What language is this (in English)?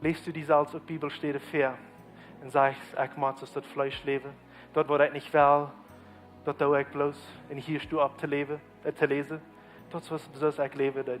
Plautdietsch